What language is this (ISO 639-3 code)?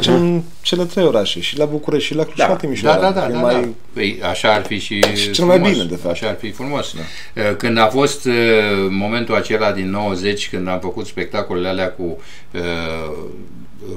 ron